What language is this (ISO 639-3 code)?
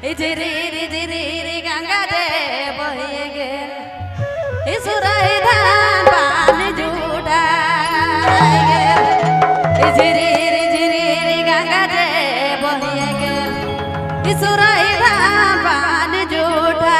sck